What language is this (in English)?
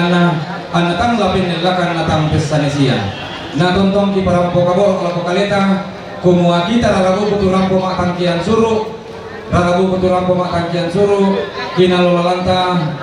Toraja-Sa'dan